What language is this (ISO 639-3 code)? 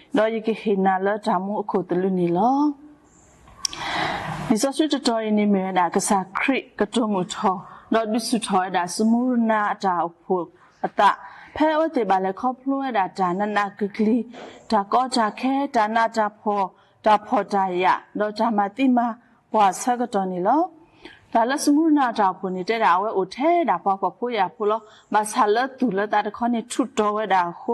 ksw